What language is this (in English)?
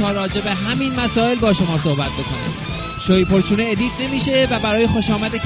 Persian